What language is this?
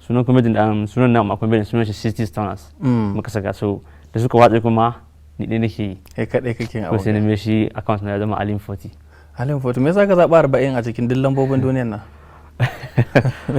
Hausa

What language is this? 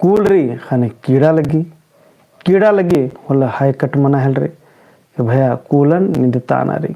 Kurukh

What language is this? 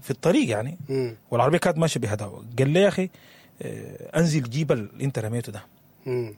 Sudanese Arabic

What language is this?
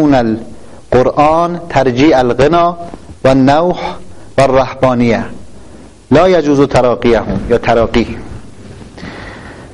Persian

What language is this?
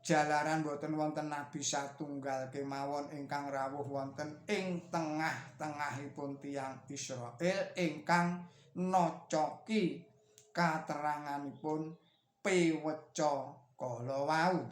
Javanese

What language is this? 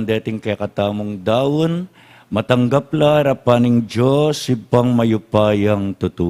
Pampanga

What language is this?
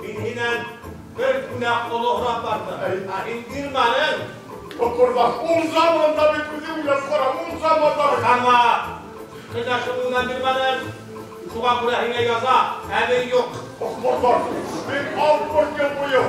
Bashkir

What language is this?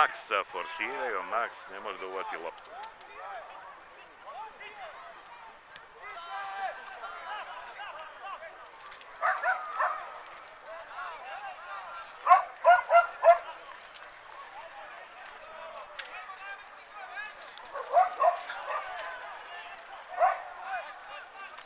Serbian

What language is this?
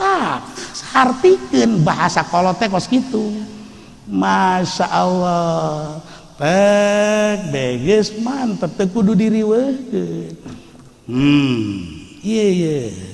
Sundanese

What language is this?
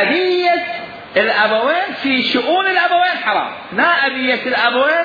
Mesopotamian Arabic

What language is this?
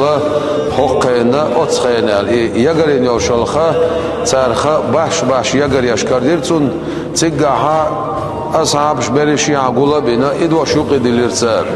Chechen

